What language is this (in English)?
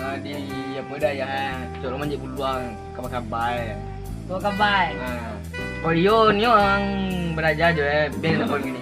Minangkabau